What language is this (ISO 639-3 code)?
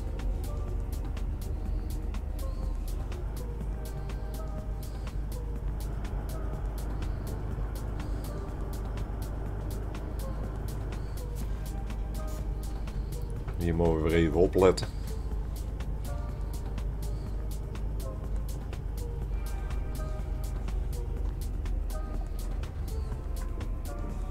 nld